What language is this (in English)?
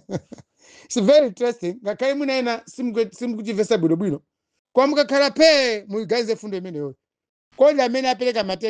Nyanja